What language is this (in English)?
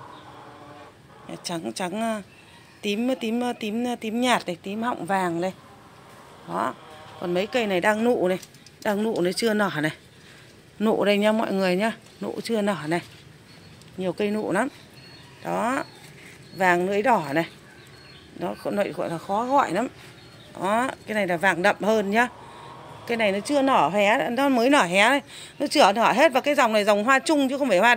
Vietnamese